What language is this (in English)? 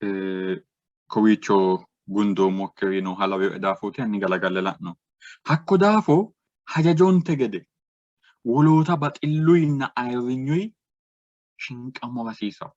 Sidamo